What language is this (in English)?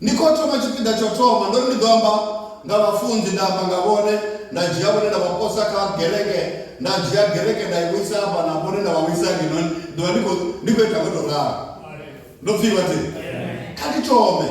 Venda